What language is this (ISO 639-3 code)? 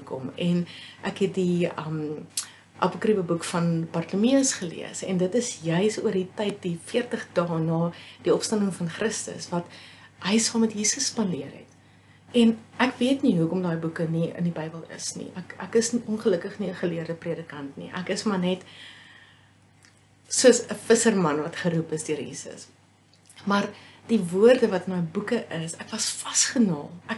afr